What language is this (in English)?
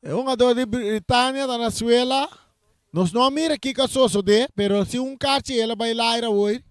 Papiamento